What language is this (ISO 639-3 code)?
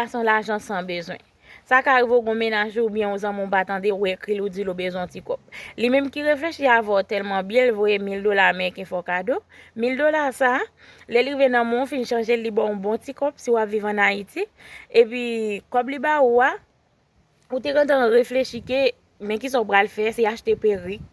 hat